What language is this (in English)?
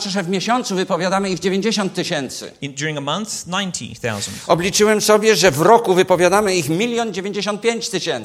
Polish